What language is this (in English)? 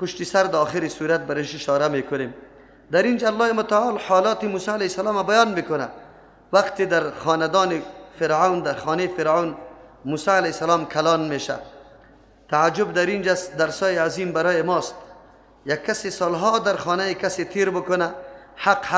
Persian